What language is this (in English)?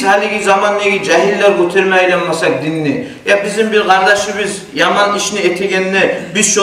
Kumyk